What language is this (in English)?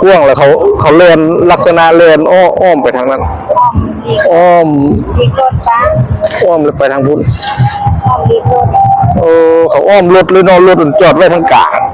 Lao